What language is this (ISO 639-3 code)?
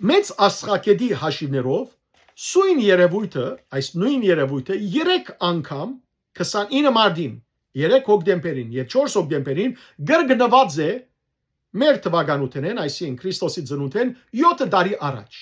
hyw